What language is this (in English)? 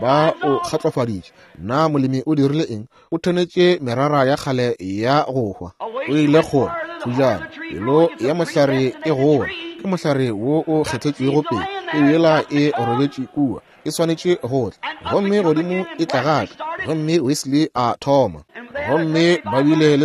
Northern Sotho